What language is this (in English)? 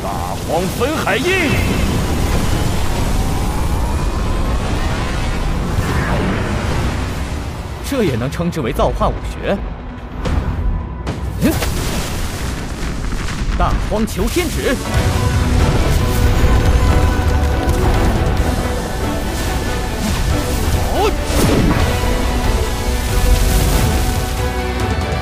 Chinese